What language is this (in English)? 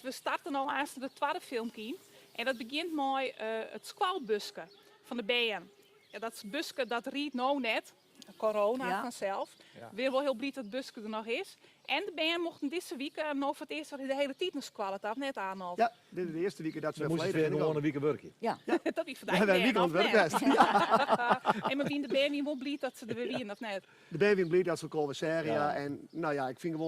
Western Frisian